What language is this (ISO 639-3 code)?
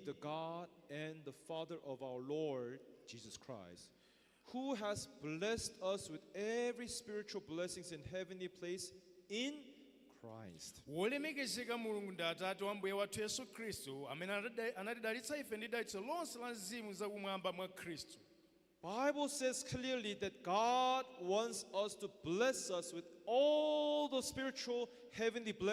nya